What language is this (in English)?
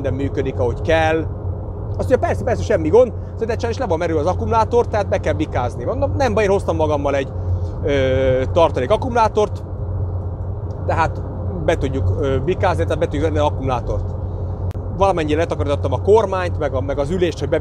Hungarian